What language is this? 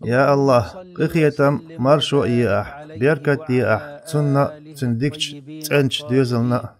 Chechen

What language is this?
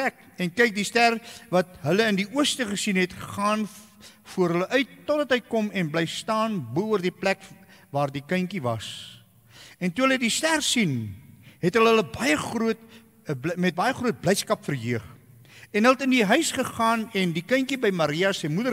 Afrikaans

